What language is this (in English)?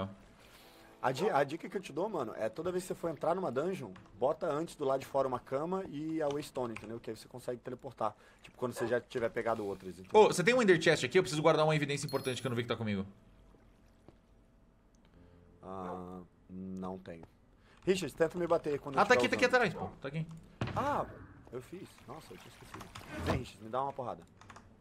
Portuguese